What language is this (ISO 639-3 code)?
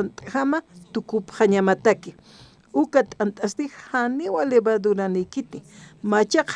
aym